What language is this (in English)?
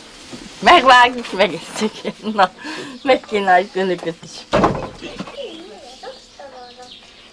Hungarian